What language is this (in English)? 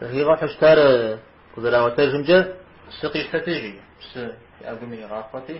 Kabardian